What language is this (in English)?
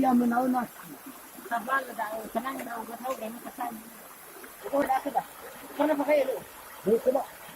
Nias